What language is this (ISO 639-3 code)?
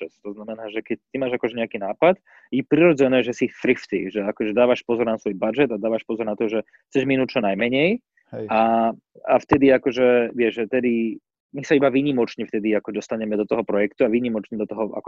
slk